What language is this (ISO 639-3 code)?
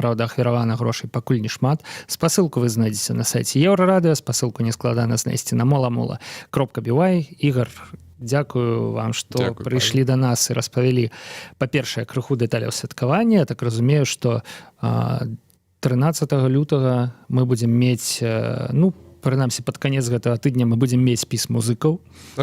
bel